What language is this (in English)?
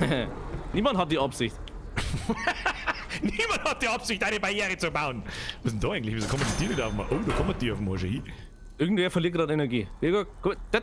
Bavarian